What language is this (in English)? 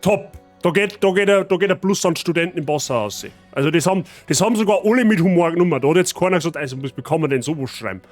Bavarian